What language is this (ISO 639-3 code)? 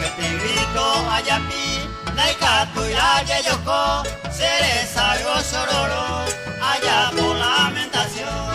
grn